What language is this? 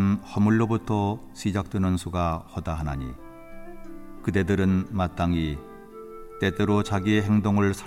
Korean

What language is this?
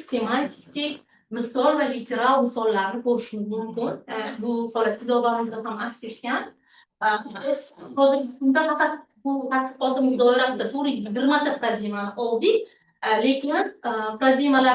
Uzbek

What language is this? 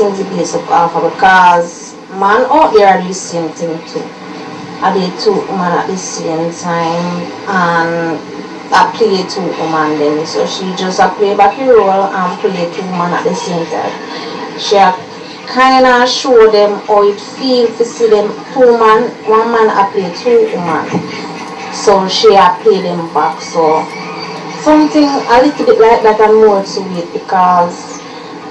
Jamaican Creole English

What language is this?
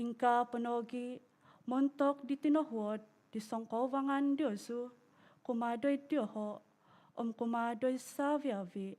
Central Dusun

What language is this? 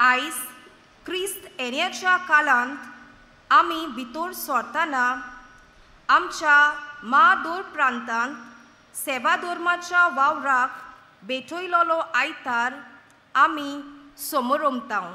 Konkani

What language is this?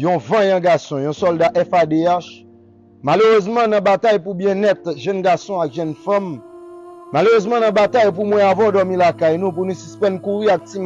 Haitian Creole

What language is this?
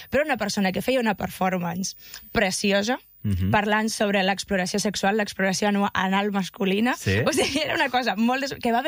Catalan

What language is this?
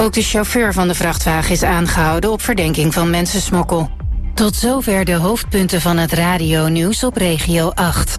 Dutch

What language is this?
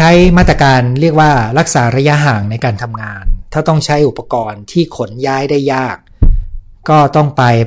Thai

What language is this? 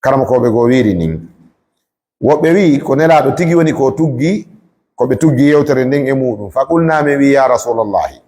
Fula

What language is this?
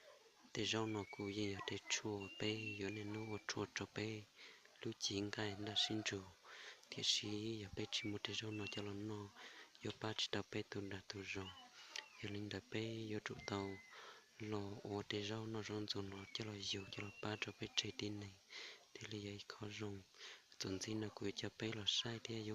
Hmong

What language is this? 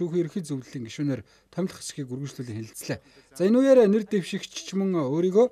Mongolian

